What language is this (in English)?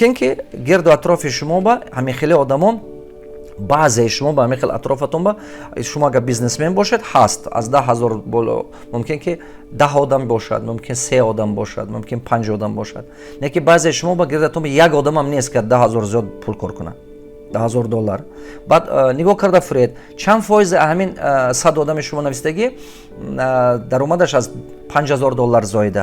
Tajik